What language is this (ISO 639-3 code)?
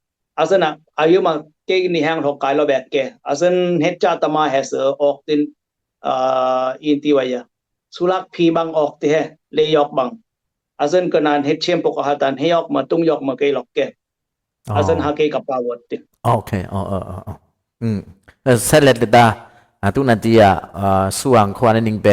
dis